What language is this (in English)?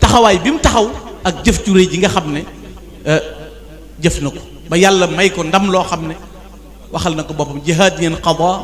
Wolof